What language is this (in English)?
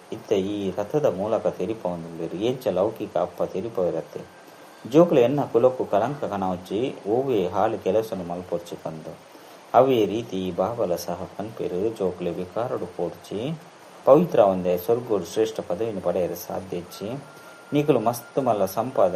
Tulu